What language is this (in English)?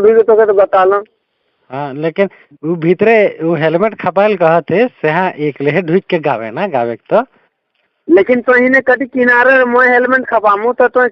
Sadri